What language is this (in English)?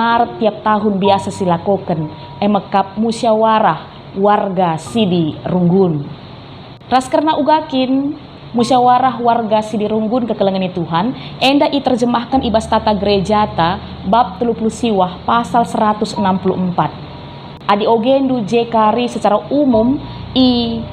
Batak Karo